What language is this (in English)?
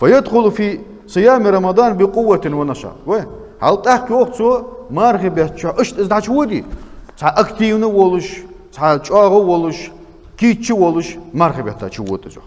Ingush